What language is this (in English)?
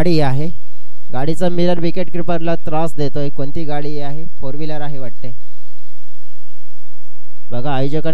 Marathi